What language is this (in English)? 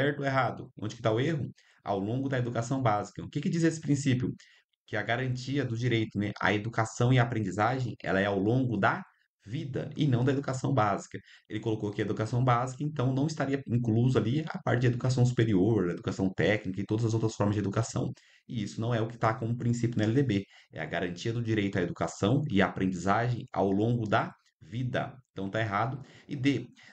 Portuguese